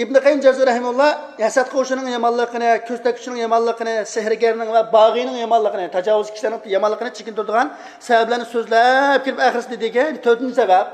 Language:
Uyghur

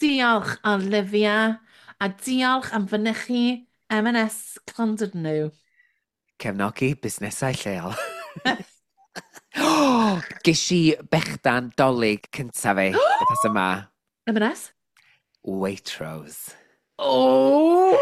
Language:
Welsh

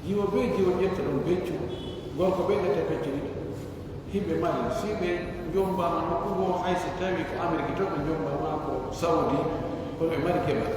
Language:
Pular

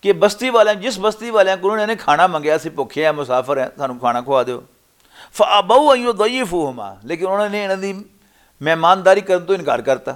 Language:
Western Panjabi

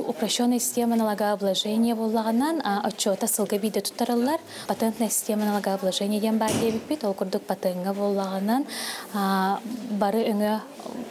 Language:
Yakut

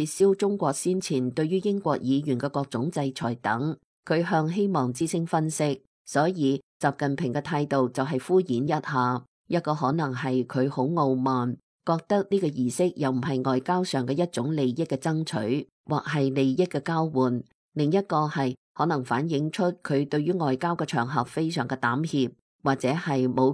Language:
Cantonese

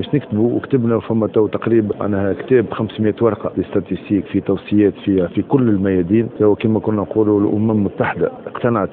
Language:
Tunisian Arabic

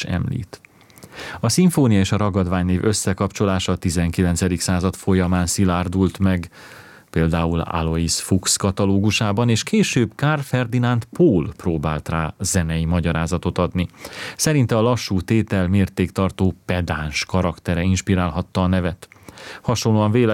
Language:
Hungarian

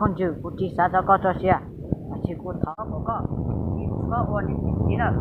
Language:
Hmong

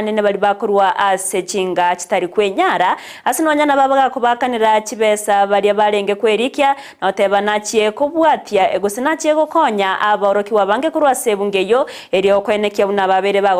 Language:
Gusii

